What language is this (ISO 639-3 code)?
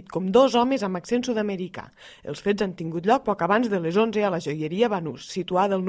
cat